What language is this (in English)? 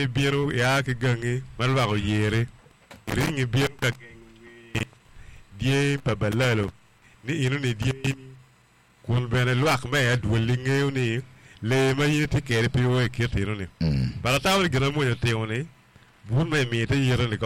Acoli